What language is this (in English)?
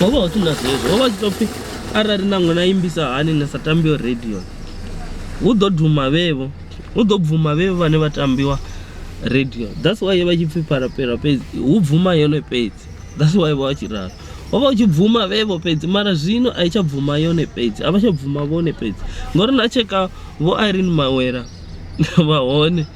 Venda